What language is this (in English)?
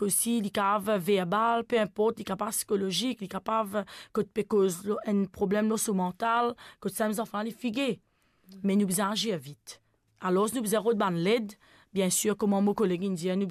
Morisyen